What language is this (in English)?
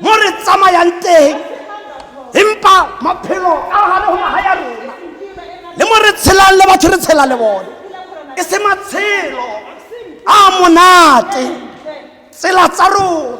Tswana